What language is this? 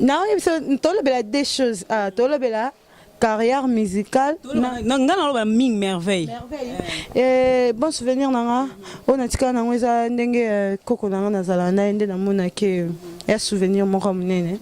Lingala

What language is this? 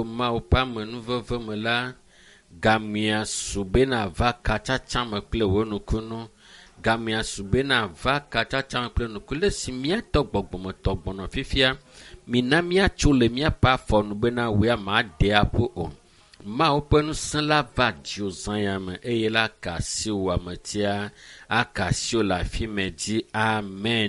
Ewe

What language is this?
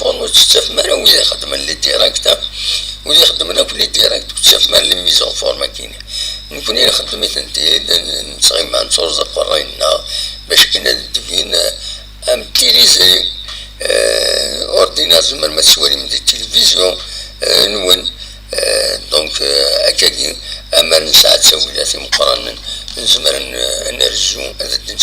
Kabyle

